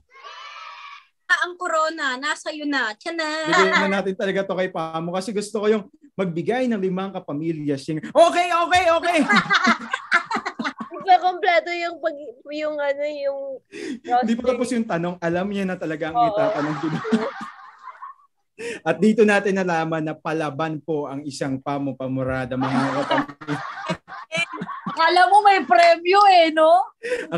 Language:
Filipino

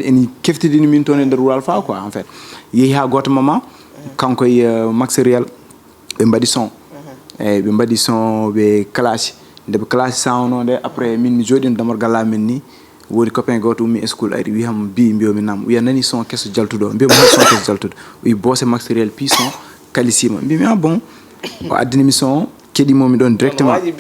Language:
Fula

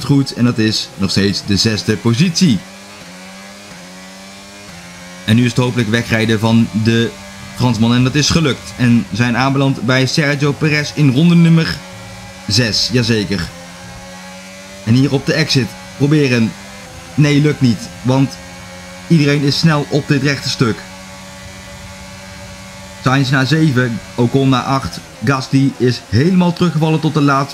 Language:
Dutch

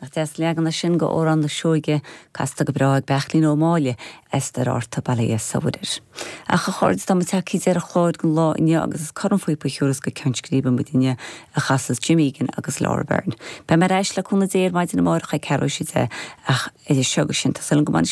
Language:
Irish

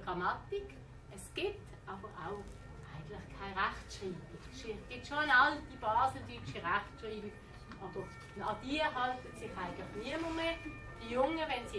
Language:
Swiss German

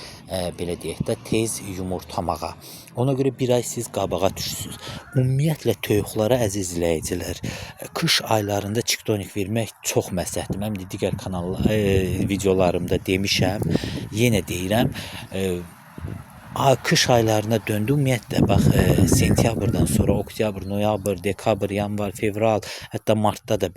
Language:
Azerbaijani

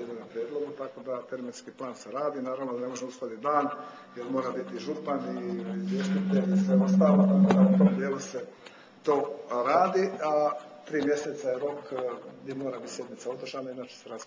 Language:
Croatian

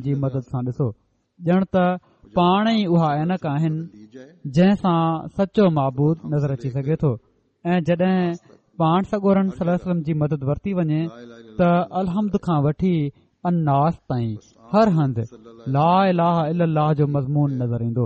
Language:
Sindhi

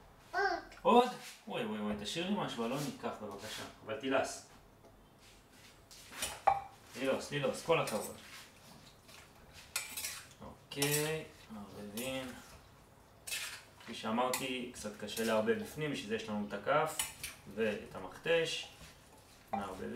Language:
Hebrew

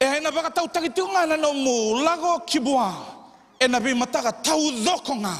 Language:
Fijian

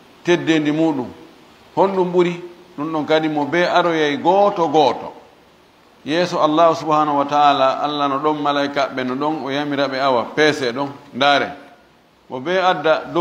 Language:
Fula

